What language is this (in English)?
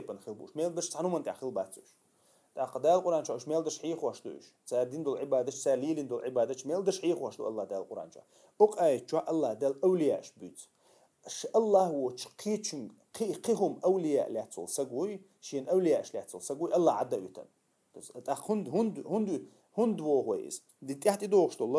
Chechen